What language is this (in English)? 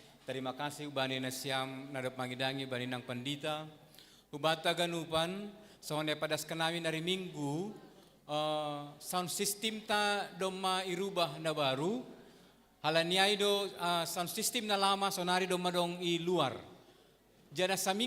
Batak Simalungun